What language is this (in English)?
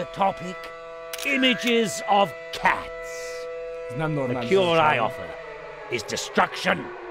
Hungarian